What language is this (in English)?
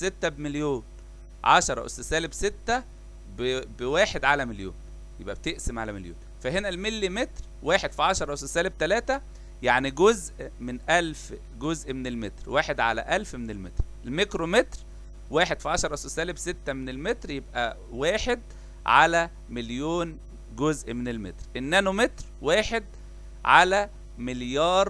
Egyptian Arabic